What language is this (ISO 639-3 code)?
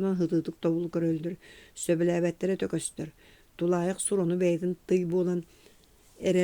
sah